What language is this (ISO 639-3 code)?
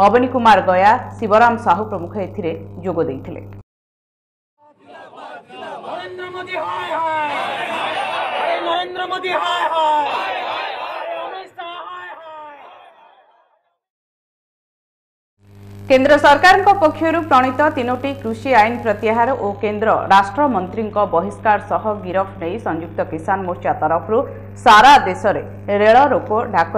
ori